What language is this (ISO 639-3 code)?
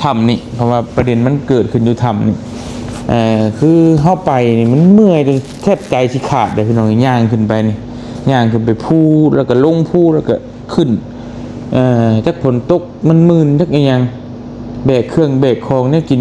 lao